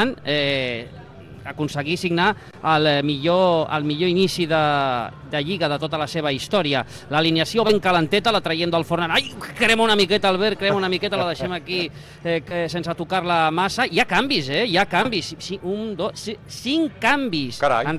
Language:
Catalan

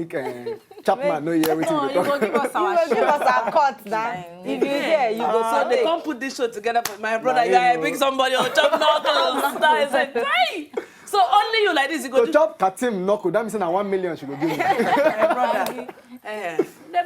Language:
Nigerian Pidgin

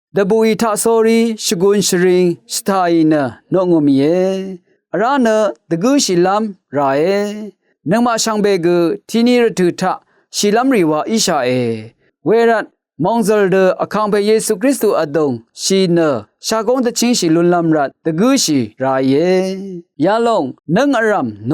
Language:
Rawang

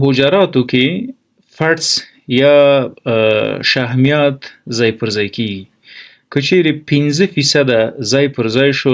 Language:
Pashto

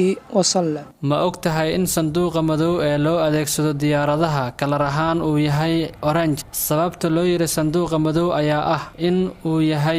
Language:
Somali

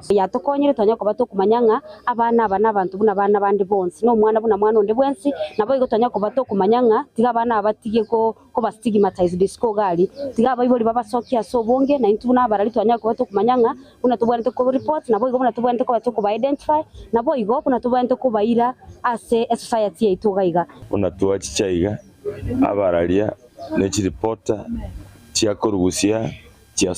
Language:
Gusii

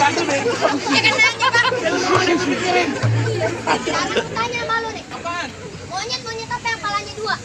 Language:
Betawi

